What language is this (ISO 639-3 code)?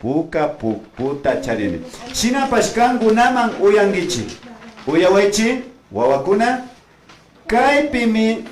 qvi